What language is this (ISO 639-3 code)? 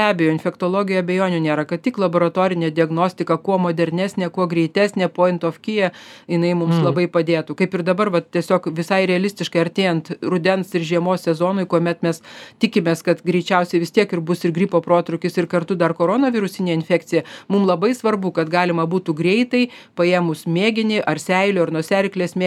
lit